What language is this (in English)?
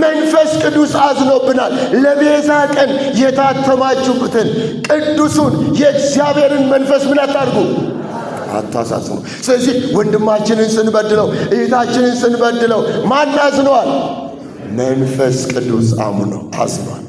Amharic